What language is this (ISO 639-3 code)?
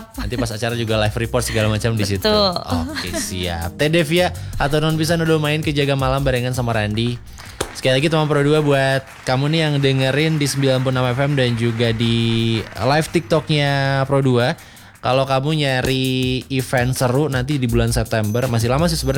ind